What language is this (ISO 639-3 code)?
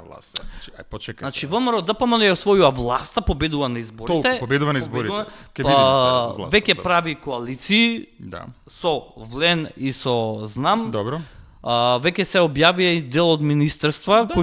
mkd